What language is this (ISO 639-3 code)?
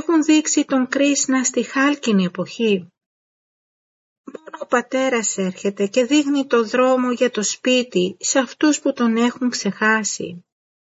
ell